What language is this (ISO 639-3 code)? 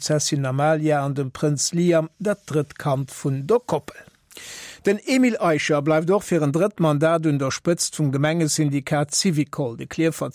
ltz